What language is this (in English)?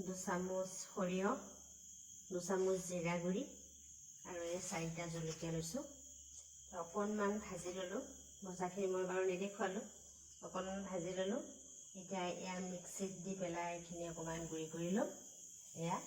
Assamese